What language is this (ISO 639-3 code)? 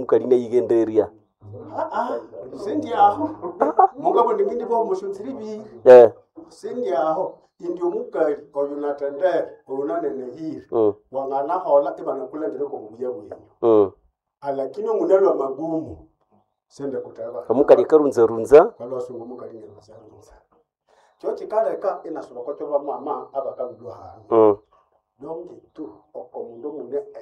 nnb